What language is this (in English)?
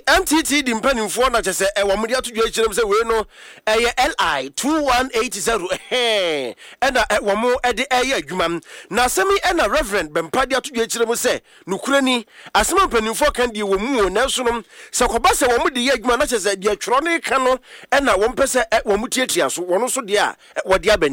Akan